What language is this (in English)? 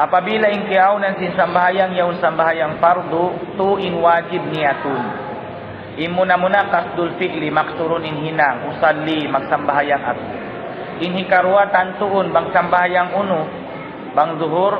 Tausug